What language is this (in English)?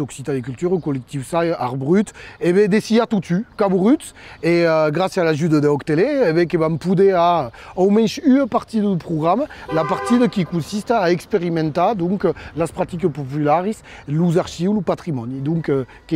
Occitan